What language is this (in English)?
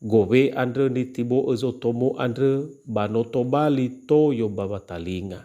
Nias